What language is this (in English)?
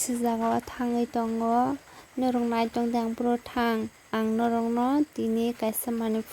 Kok Borok